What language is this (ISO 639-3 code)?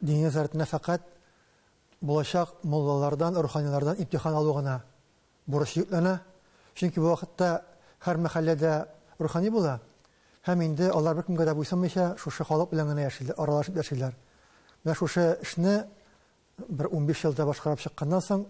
tat